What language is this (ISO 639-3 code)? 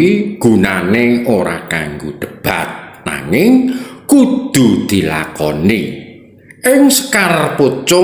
jav